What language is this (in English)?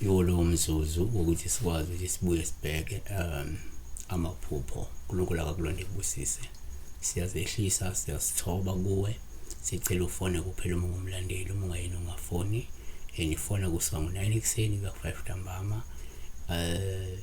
Zulu